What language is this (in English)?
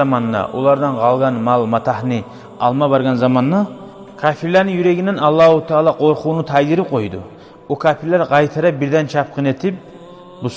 Kumyk